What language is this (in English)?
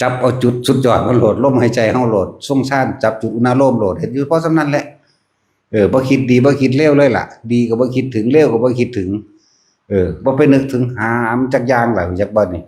Northeastern Thai